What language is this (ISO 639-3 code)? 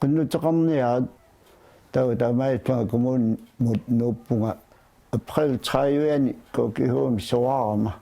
kal